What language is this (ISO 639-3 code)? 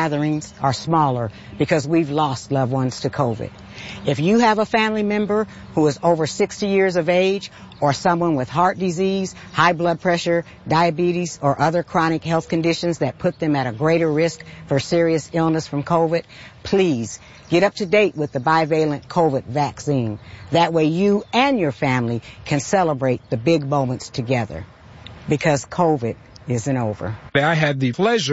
eng